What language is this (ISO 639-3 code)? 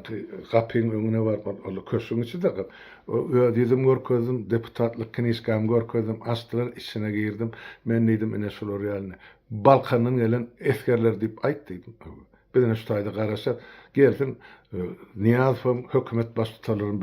tuk